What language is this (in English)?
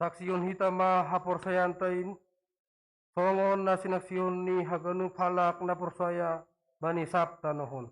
Batak Simalungun